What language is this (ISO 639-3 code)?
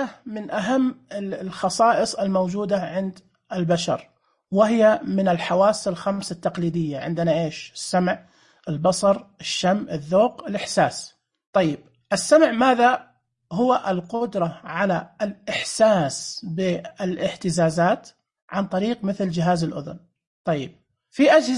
ars